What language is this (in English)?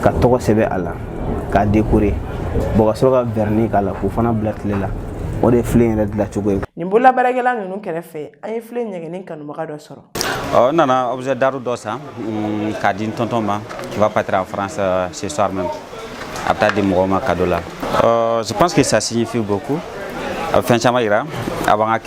Bambara